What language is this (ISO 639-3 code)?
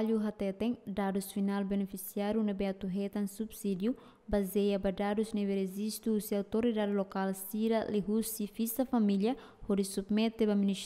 tet